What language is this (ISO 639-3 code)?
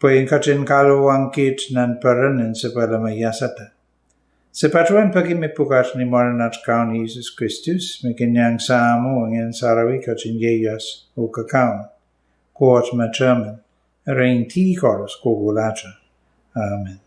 pon